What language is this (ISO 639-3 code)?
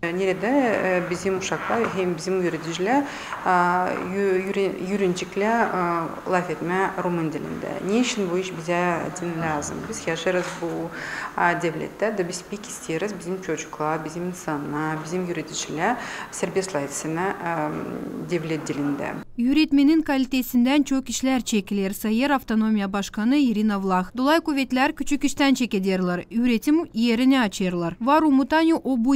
gag